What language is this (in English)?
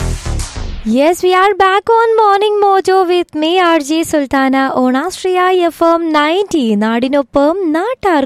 Malayalam